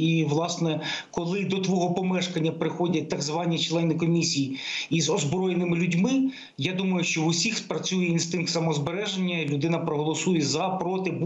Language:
Ukrainian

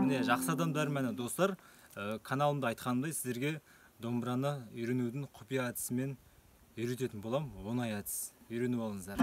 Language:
Kazakh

